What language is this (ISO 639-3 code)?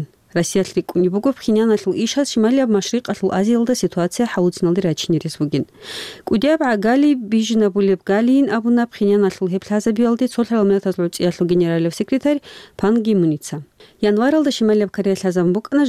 ava